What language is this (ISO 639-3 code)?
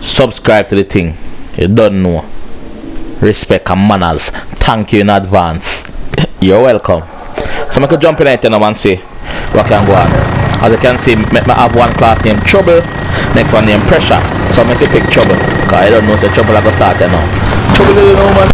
jam